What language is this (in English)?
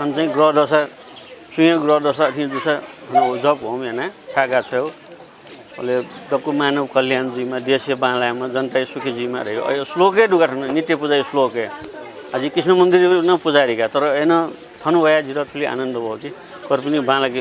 Newari